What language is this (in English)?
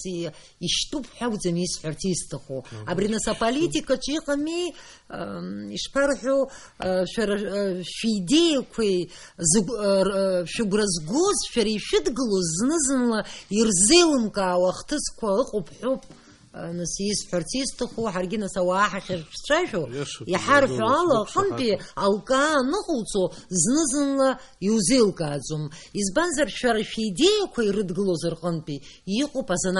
Abkhazian